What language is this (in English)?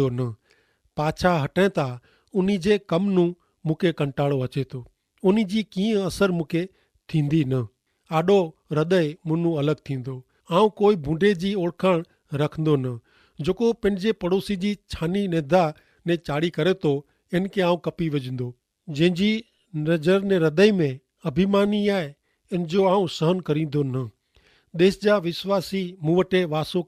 Kachhi